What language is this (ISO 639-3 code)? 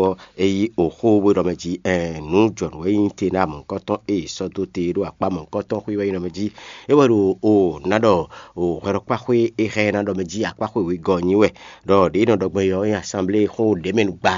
fon